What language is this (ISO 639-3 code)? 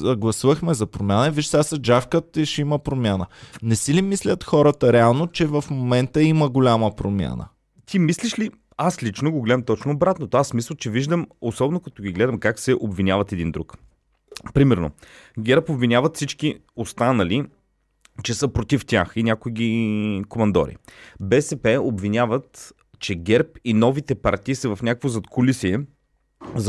bul